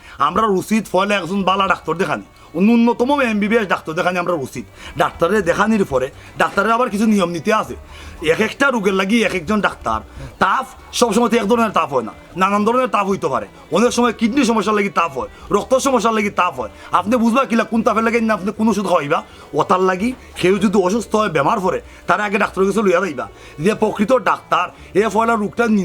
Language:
Sylheti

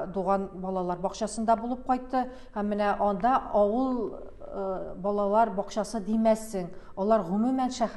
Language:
Tatar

